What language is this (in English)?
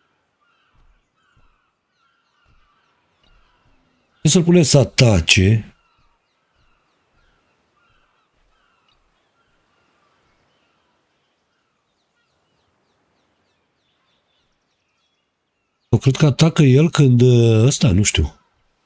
Romanian